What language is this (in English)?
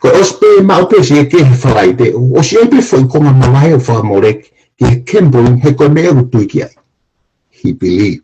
Tongan